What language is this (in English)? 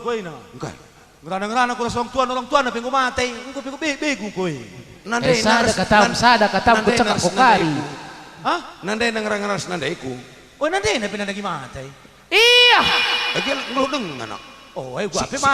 Batak Karo